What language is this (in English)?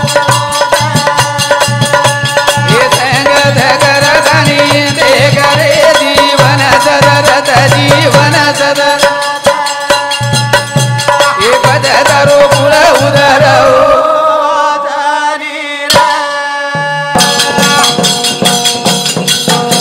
Lambadi